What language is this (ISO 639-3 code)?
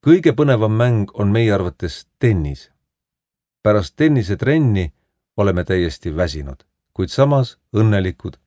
est